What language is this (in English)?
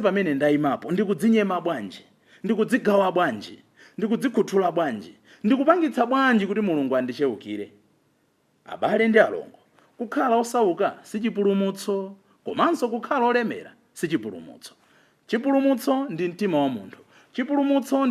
Nyanja